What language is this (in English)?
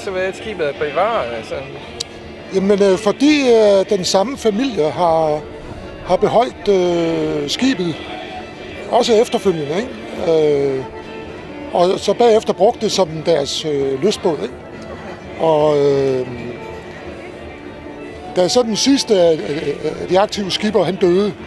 Danish